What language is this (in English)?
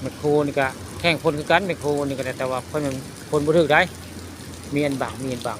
Northeastern Thai